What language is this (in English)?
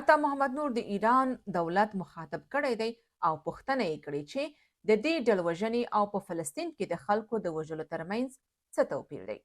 Pashto